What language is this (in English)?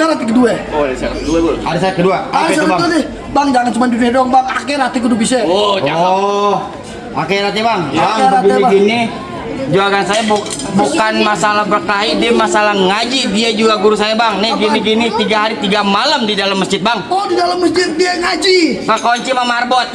Betawi